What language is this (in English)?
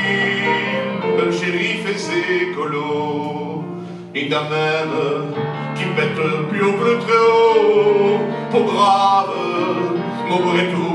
Picard